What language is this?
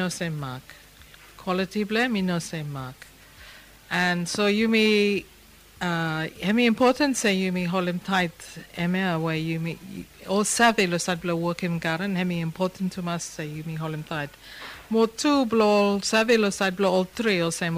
Bislama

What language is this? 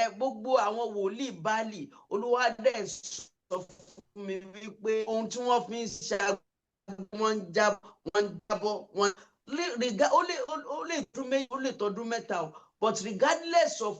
Yoruba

